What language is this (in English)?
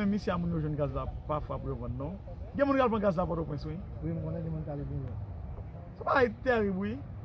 Haitian Creole